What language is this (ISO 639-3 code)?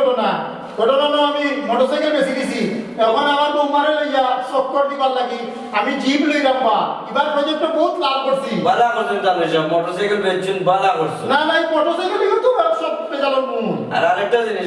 syl